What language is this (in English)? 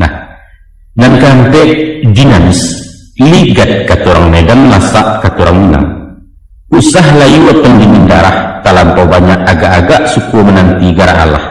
Minangkabau